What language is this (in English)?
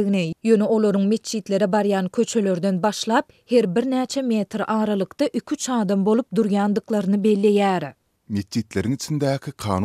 Turkmen